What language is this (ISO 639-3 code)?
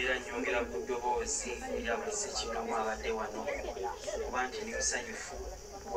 lug